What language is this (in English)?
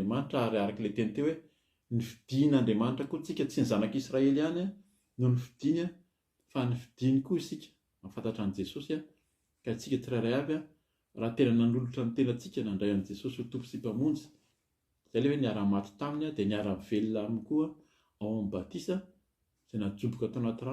Malagasy